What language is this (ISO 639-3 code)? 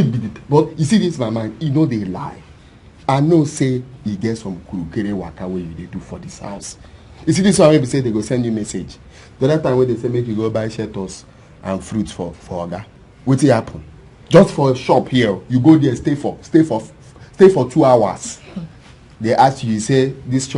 pcm